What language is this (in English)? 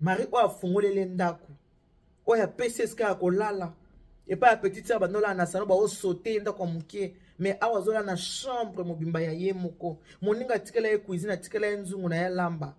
Lingala